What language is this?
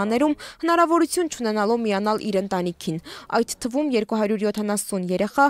Armenian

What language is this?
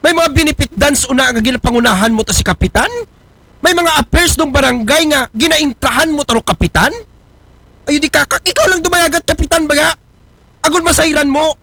Aklanon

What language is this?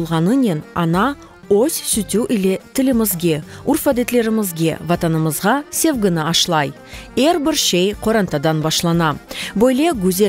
Crimean Tatar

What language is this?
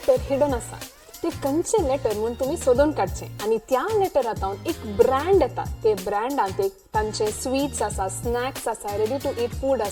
Konkani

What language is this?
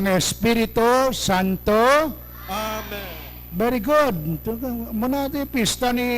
Hiligaynon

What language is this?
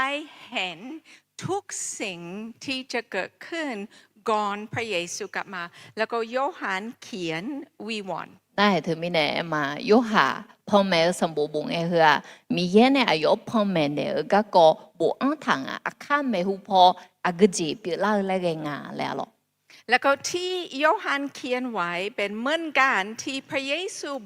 Akha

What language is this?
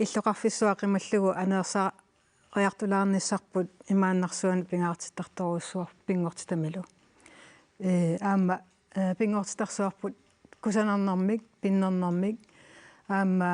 Kalaallisut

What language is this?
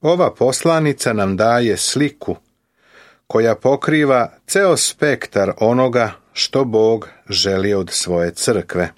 Serbian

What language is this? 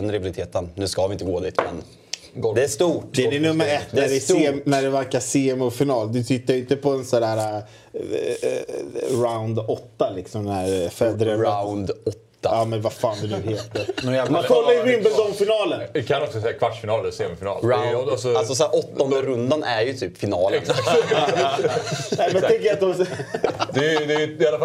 Swedish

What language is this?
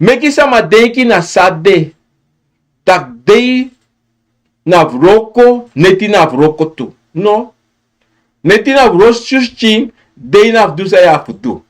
Sranan Tongo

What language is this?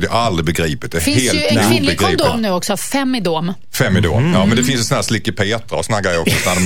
Swedish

